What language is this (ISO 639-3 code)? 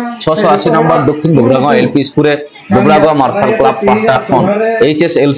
sat